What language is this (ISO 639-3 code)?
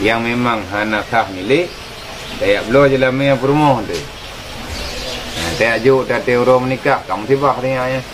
ace